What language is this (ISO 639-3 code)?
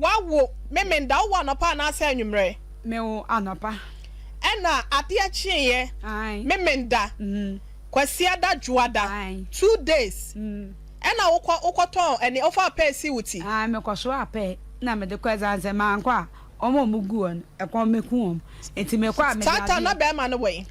aka